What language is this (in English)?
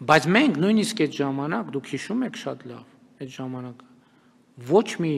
Armenian